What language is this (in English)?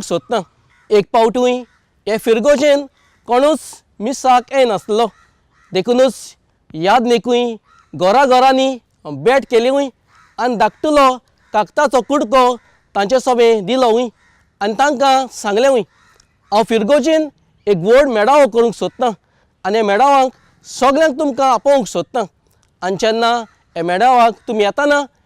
Konkani